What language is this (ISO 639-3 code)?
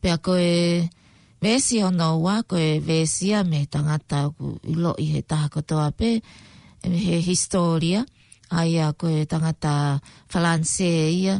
ton